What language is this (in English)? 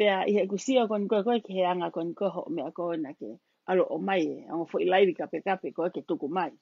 Tongan